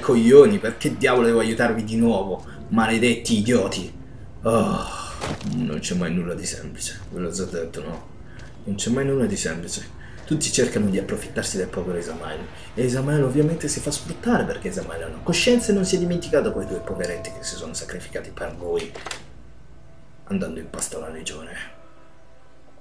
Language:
Italian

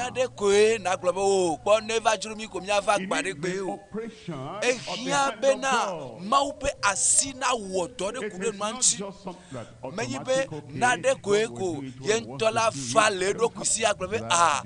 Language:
Ewe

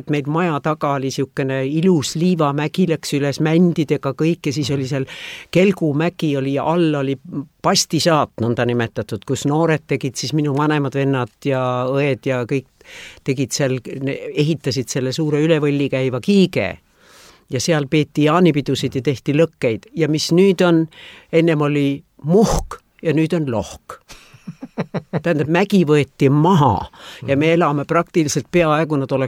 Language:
Estonian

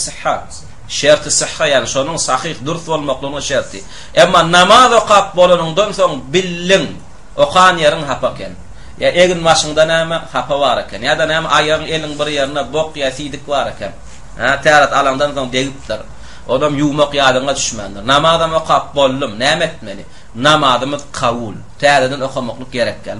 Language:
Turkmen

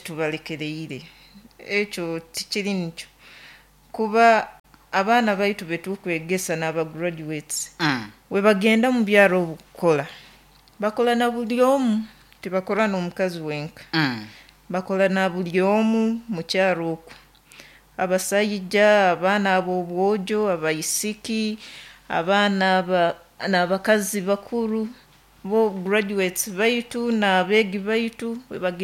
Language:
Nyoro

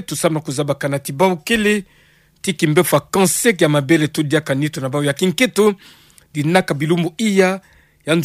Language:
Kituba (Democratic Republic of Congo)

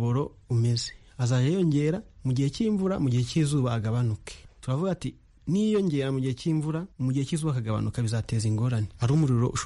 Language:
Kinyarwanda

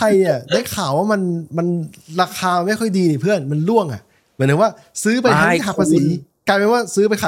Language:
Thai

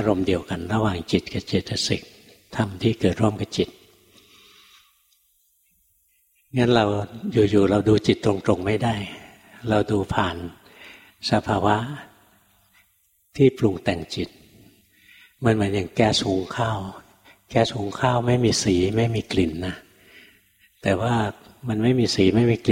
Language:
Thai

